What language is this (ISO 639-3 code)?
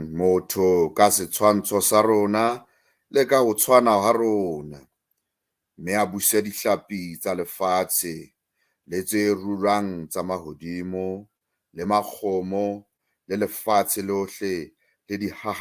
sot